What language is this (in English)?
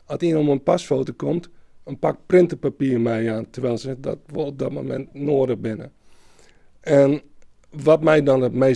Western Frisian